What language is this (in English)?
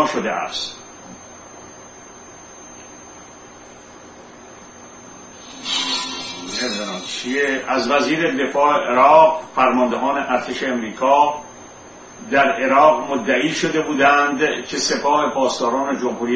Persian